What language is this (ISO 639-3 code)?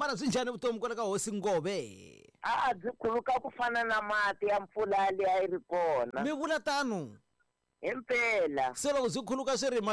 tso